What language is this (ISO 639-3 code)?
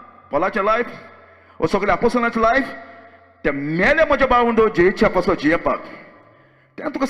kok